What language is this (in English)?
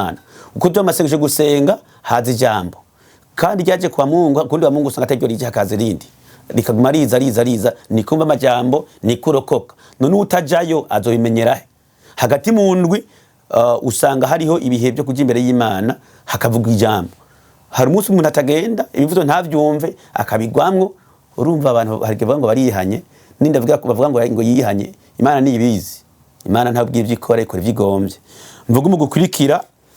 Rundi